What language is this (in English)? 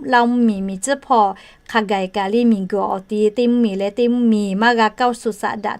Lahu